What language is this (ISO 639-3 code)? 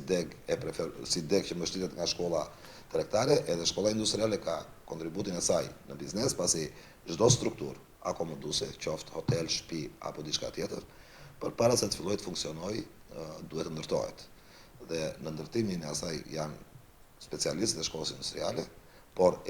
sqi